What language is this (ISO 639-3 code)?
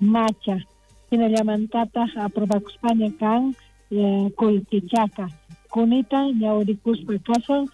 quh